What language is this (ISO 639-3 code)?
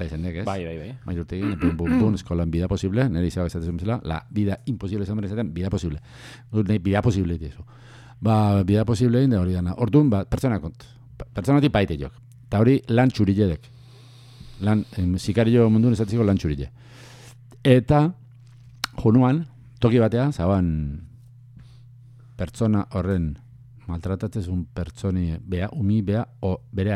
eus